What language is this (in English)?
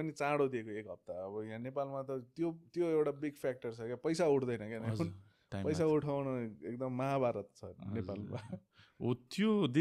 Nepali